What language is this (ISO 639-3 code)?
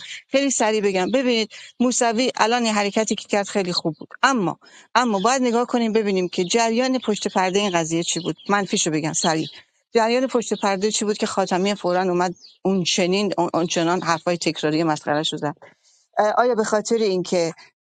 fas